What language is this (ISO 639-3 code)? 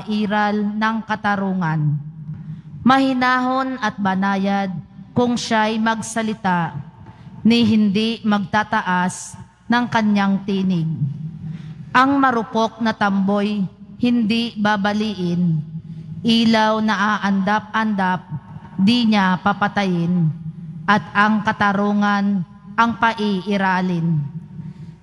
fil